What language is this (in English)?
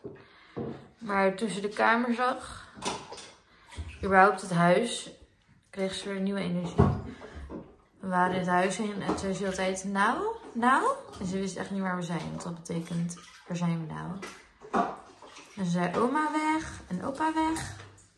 Dutch